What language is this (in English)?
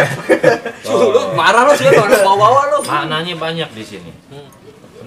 Betawi